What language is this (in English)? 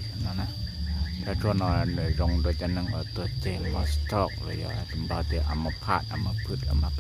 Hmong